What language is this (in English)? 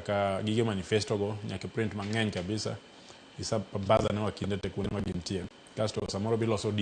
Luo (Kenya and Tanzania)